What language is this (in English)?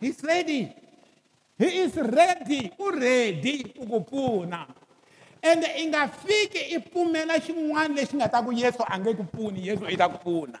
Tsonga